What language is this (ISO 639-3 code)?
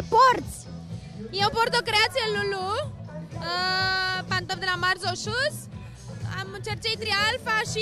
ron